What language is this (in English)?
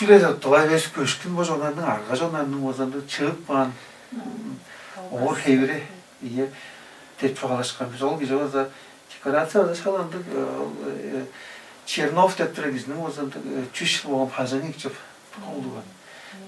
Tuvinian